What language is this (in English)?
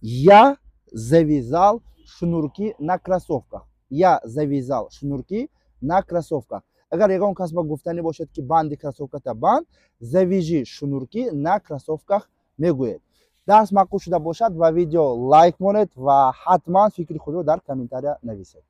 Tajik